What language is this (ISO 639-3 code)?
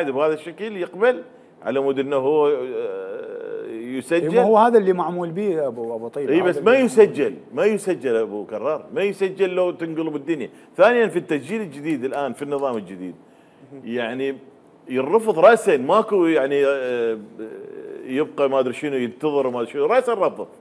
acm